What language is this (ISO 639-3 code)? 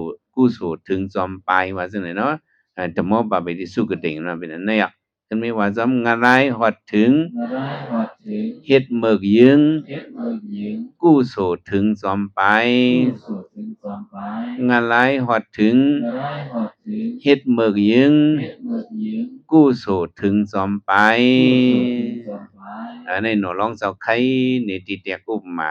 shn